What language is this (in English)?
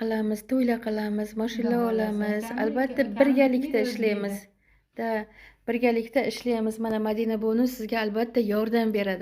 Uzbek